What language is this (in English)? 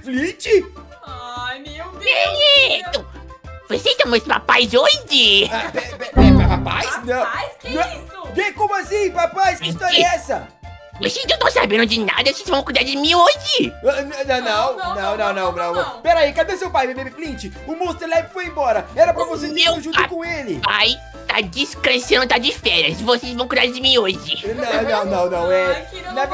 Portuguese